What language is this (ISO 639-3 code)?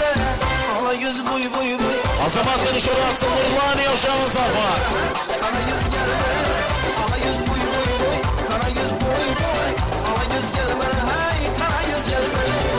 kaa